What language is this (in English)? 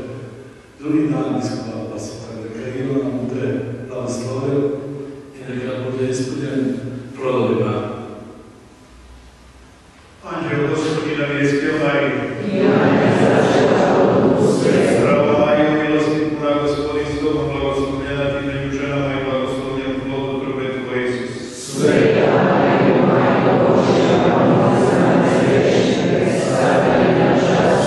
Croatian